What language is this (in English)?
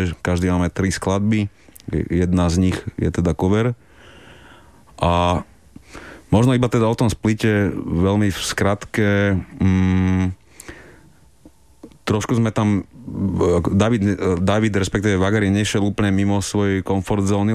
Slovak